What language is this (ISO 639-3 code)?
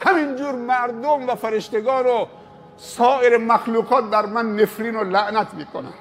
fas